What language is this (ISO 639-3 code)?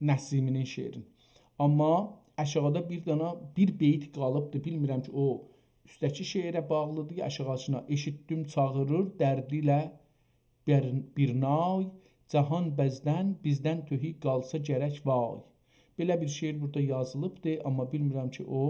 azb